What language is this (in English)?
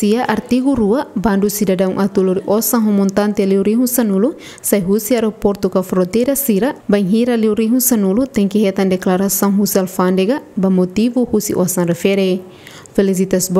Tetum